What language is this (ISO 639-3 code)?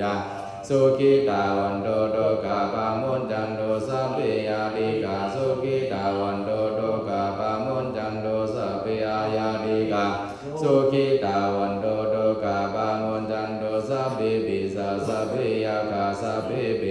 pli